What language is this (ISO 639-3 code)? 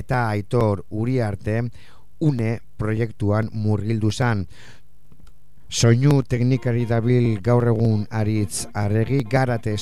eus